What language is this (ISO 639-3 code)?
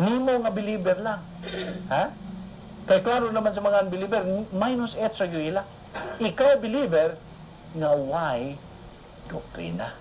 ceb